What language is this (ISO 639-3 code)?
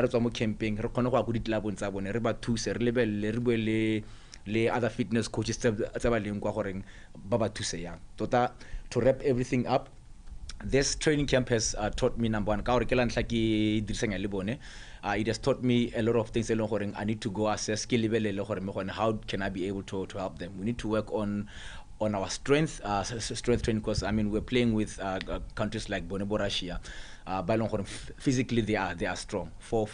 tsn